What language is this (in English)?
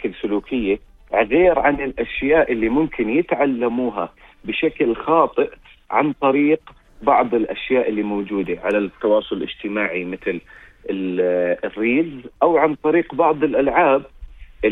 North Levantine Arabic